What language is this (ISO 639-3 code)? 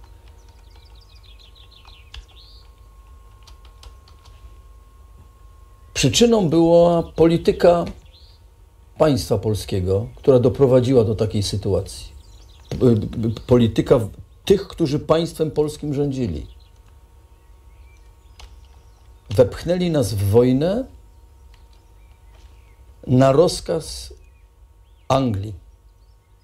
pol